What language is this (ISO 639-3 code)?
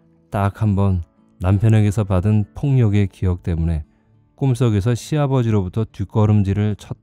kor